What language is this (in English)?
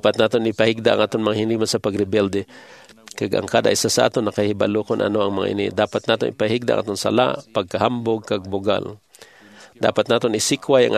Hiligaynon